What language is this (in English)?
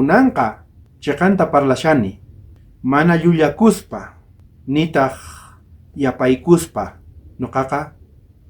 South Bolivian Quechua